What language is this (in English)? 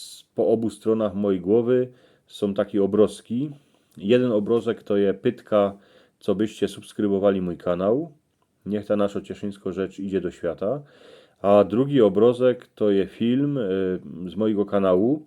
Silesian